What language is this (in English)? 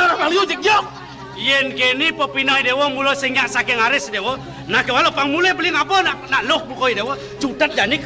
Balinese